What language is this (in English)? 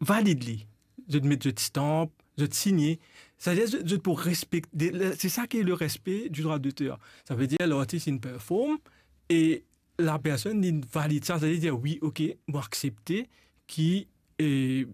Morisyen